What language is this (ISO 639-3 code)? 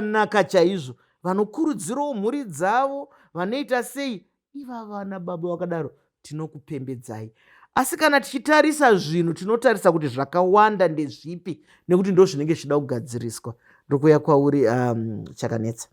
sna